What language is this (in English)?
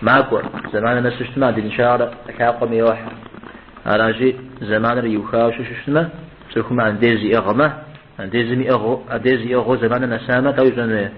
Kabardian